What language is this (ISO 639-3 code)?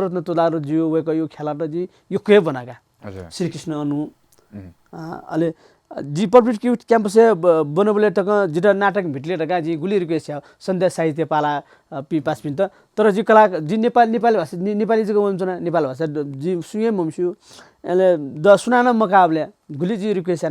new